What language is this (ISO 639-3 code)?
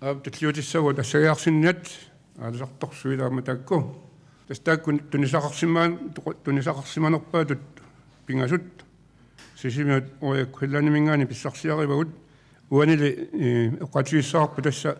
kal